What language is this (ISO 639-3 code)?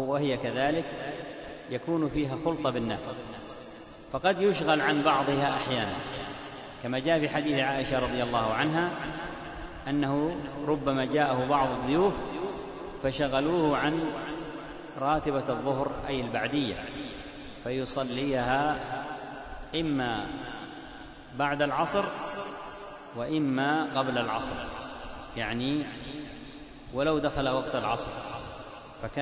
ara